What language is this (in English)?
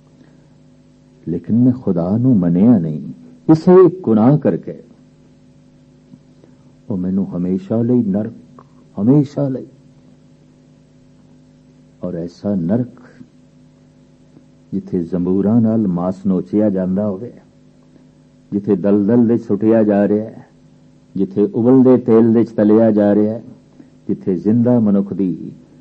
Punjabi